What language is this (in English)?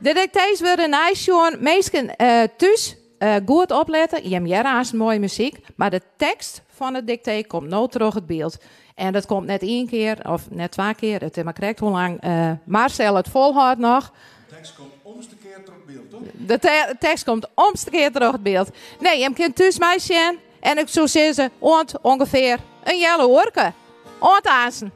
Western Frisian